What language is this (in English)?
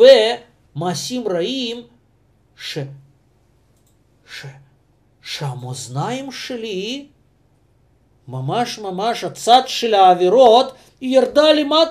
Hebrew